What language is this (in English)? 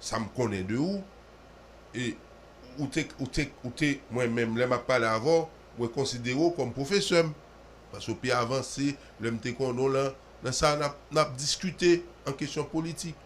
Haitian Creole